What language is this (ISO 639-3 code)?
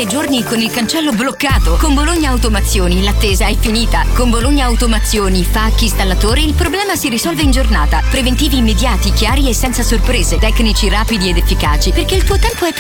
ita